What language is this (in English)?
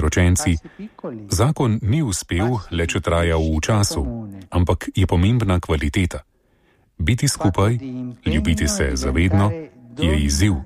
Slovenian